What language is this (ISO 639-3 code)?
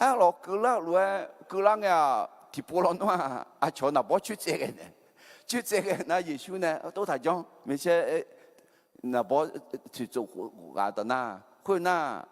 ahk